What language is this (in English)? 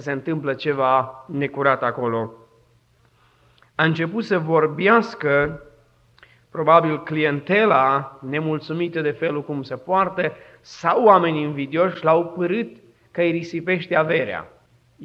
Romanian